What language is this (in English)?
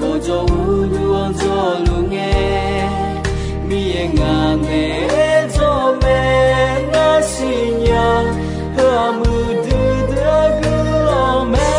Akha